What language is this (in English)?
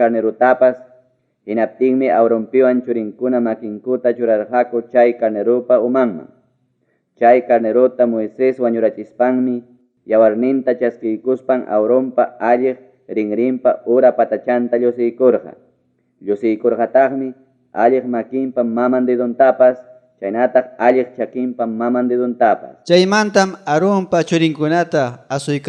Ayacucho Quechua